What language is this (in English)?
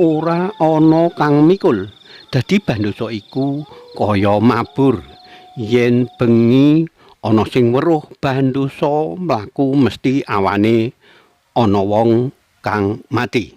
Javanese